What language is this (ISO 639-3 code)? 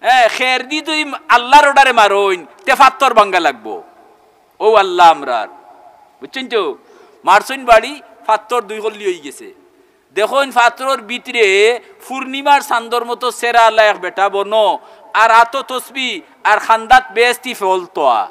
syl